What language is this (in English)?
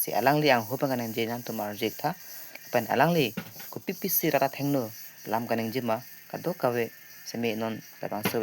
Karbi